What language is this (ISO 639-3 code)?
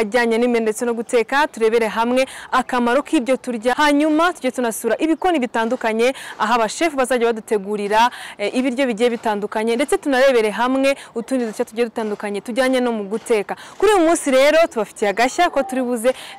kin